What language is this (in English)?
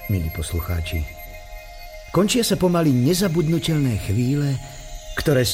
Slovak